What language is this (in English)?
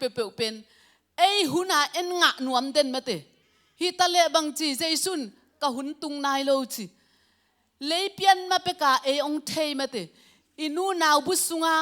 Tedim Chin